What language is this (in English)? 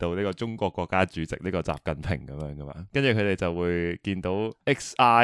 Cantonese